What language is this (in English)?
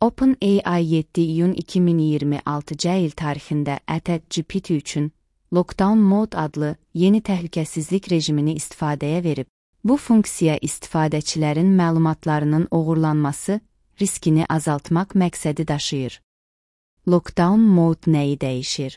Azerbaijani